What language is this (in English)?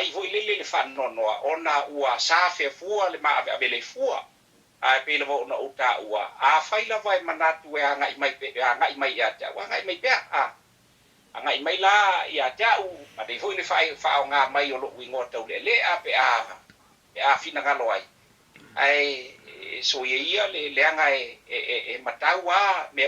Samoan